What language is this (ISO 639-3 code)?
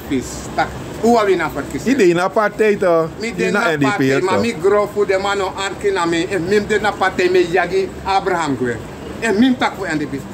srn